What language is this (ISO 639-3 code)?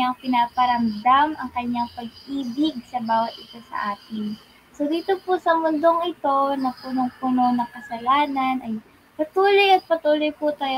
fil